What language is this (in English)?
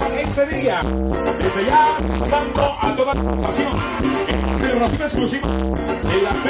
Spanish